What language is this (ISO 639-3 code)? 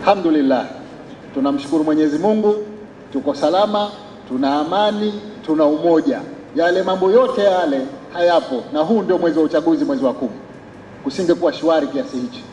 swa